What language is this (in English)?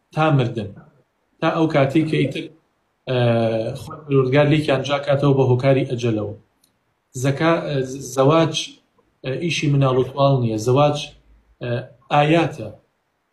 Central Kurdish